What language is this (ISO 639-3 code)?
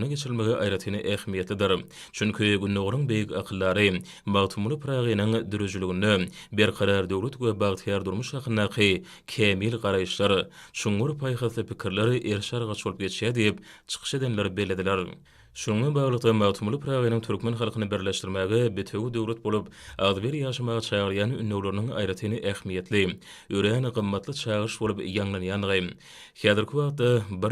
tuk